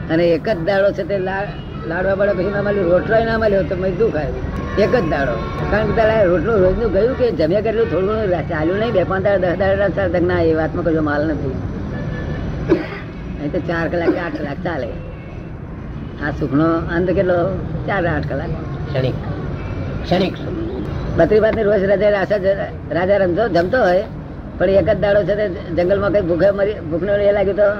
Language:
Gujarati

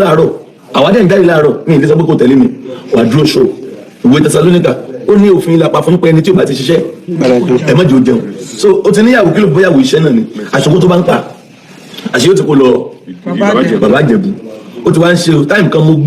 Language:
Yoruba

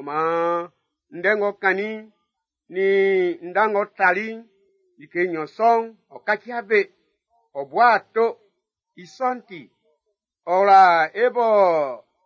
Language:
Baoulé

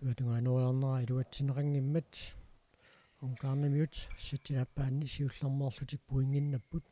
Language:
Kalaallisut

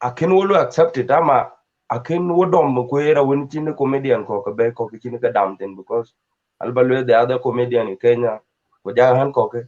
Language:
Dinka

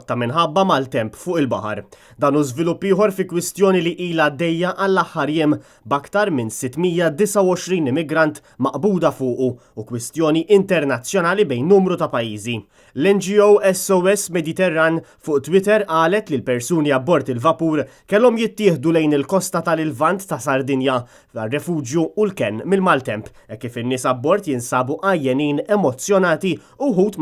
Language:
Maltese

